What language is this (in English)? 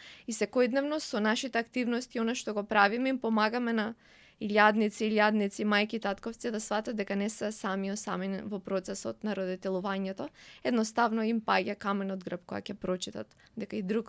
Macedonian